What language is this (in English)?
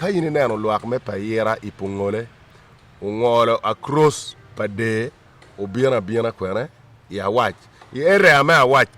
Acoli